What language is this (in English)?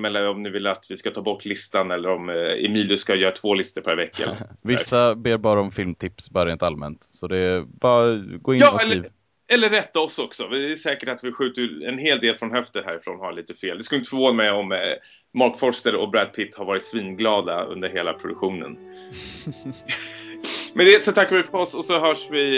Swedish